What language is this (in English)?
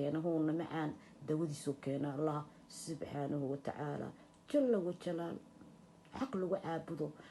Somali